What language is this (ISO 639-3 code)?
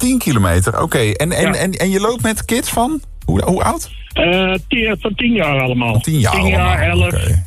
nld